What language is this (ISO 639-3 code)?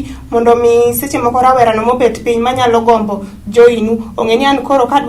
luo